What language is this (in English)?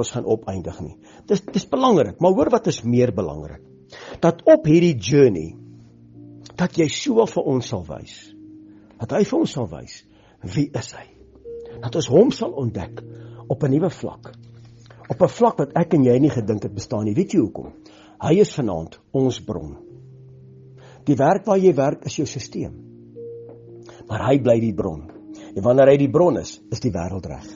Afrikaans